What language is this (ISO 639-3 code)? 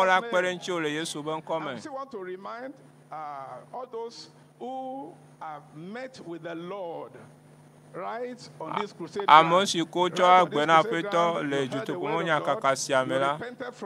ewe